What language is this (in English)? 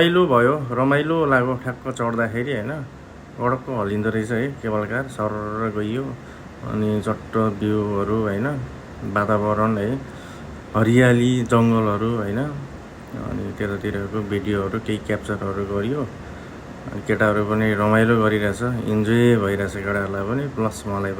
Nepali